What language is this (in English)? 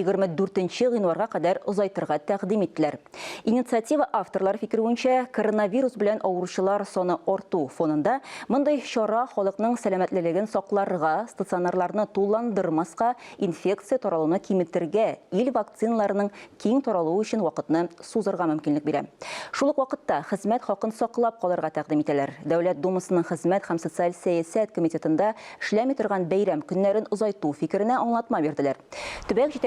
Tatar